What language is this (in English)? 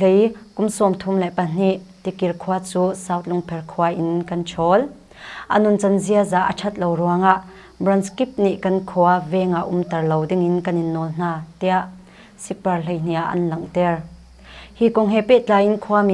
Hakha Chin